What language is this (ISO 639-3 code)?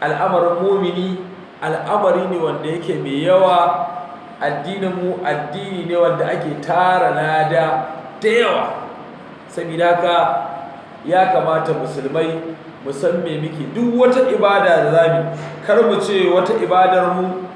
hau